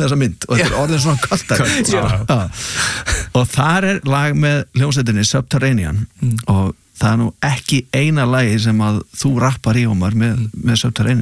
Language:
Icelandic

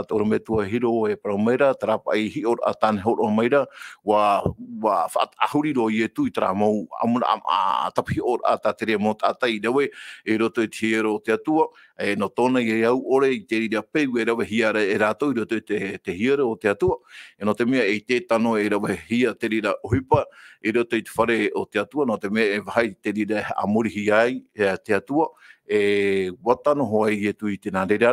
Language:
Tahitian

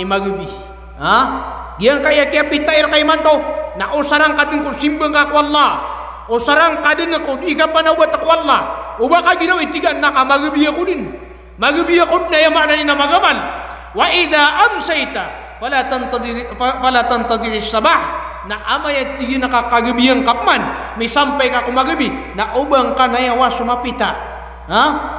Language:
Maranao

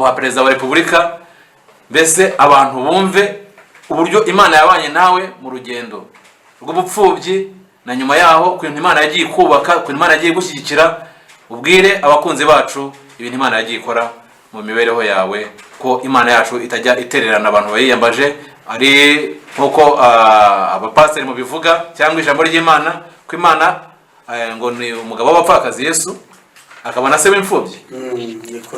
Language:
Kinyarwanda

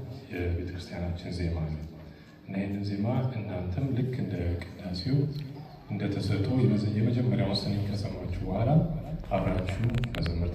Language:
Amharic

